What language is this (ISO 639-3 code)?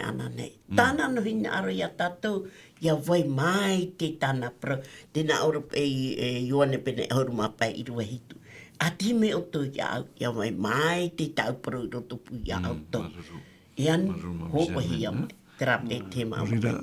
tah